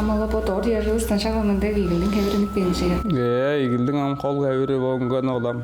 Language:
Tuvinian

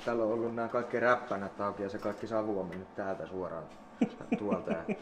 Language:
Finnish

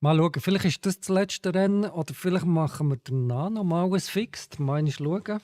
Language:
Swiss German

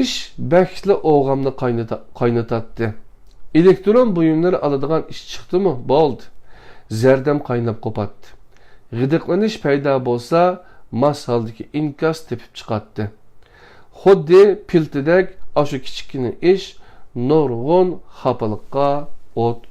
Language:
Uyghur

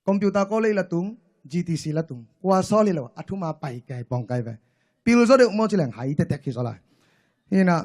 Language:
Tedim Chin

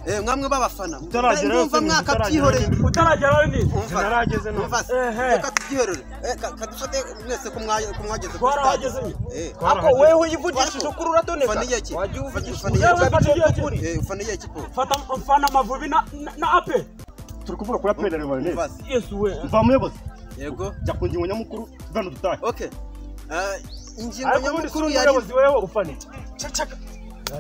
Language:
Kinyarwanda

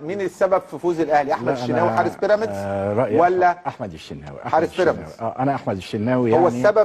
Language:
Egyptian Arabic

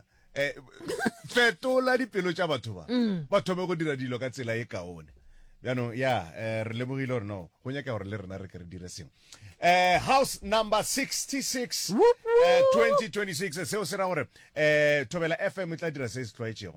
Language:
Northern Sotho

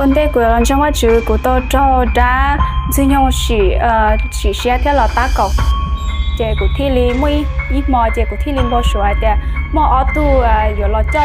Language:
Hmong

